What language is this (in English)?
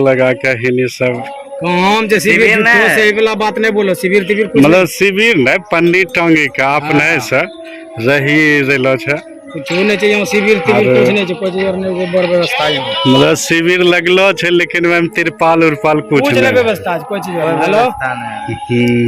Angika